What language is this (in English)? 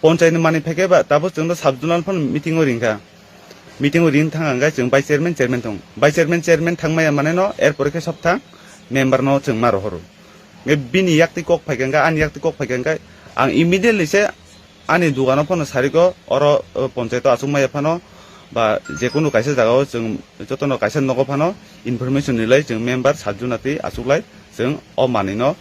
Kok Borok